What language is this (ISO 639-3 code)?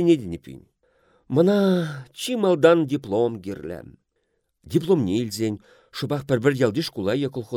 chv